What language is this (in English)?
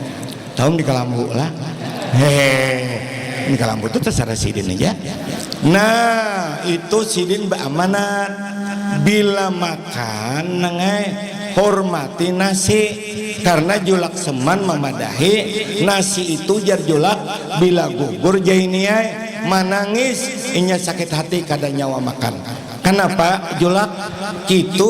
Banjar